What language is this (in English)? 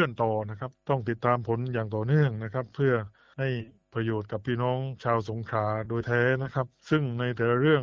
Thai